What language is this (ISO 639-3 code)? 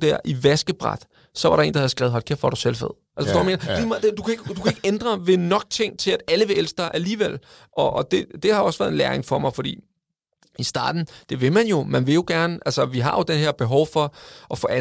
dan